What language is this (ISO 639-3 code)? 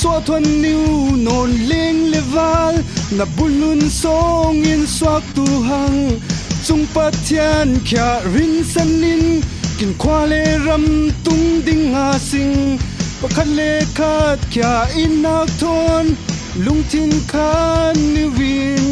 cfm